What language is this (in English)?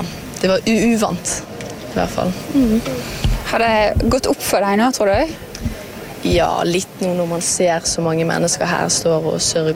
Norwegian